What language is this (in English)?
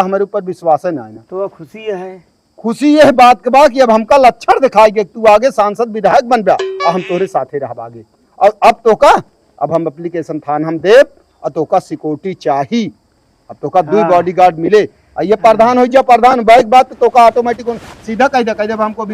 Awadhi